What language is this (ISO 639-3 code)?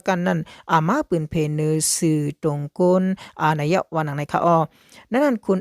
shn